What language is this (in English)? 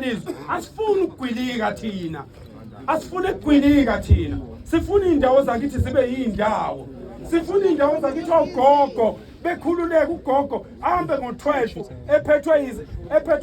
Zulu